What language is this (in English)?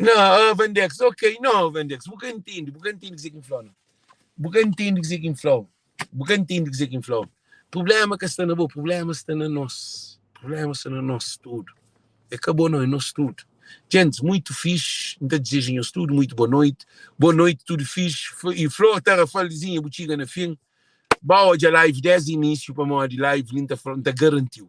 Kabuverdianu